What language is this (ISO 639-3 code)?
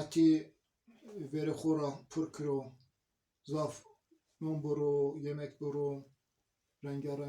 zza